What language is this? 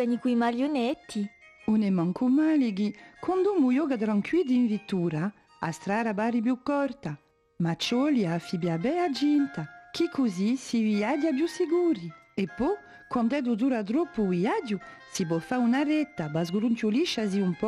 Corsican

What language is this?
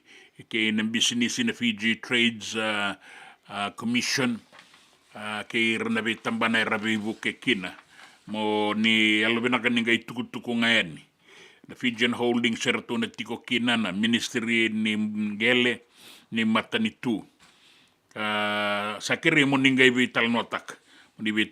Fijian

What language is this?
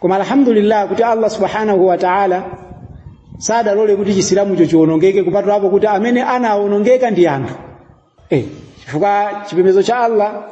Nyanja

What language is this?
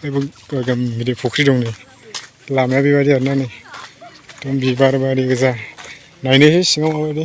Bodo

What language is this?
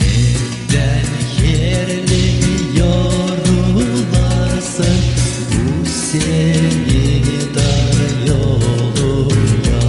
Gagauz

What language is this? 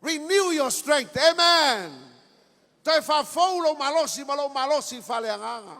Samoan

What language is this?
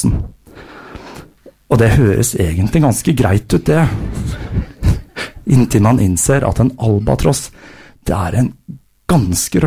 Norwegian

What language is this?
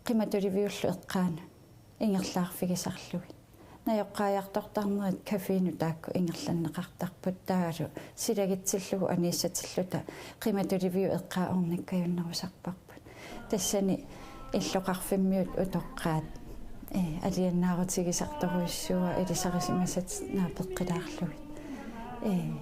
Kalaallisut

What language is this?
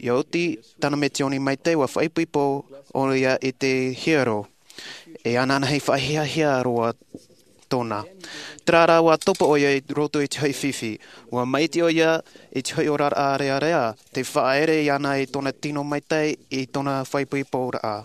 Tahitian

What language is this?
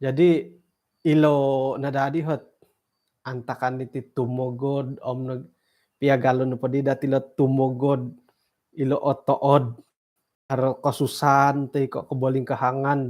Central Dusun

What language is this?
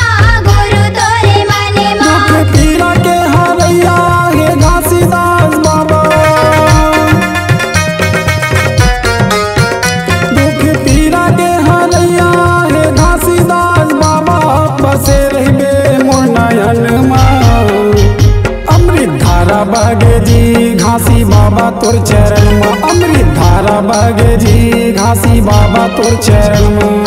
Chhattisgarhi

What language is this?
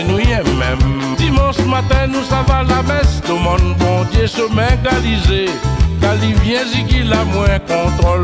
Réunion Creole French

